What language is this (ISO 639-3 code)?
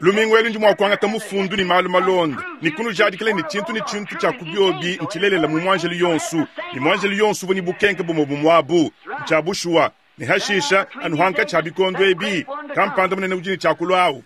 lua